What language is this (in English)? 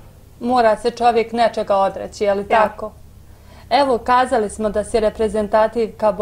Bosnian